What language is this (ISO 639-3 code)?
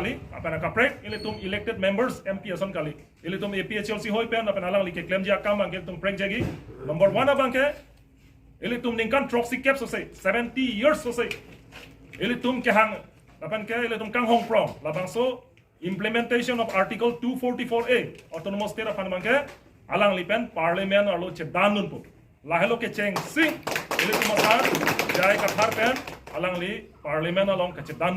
mjw